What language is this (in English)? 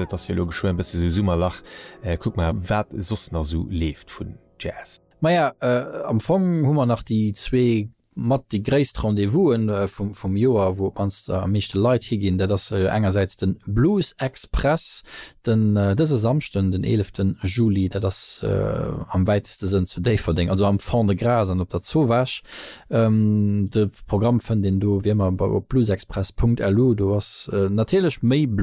Luxembourgish